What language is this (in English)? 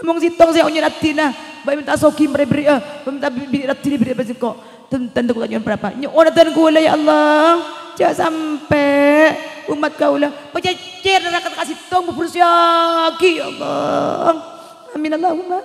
Madurese